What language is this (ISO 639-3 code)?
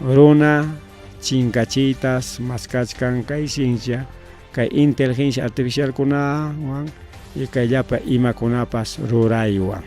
quy